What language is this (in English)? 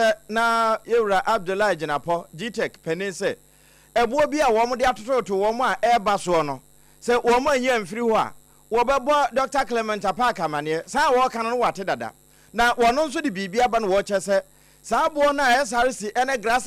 Akan